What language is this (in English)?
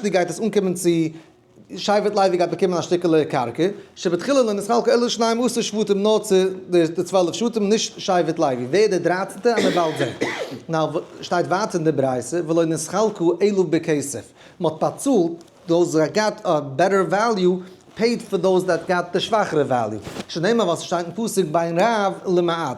Yiddish